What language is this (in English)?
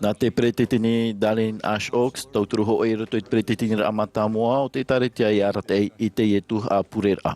Tahitian